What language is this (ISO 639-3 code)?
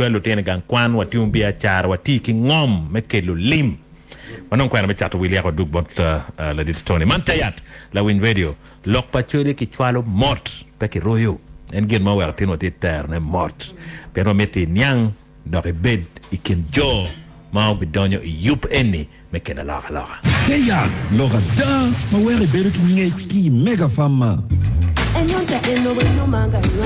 ach